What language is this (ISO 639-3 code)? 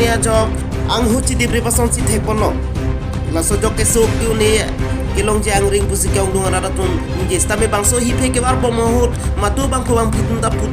mjw